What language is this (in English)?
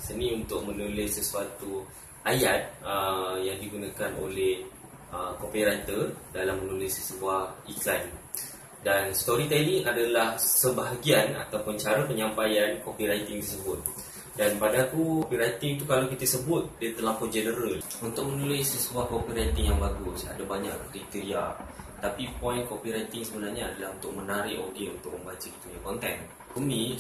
Malay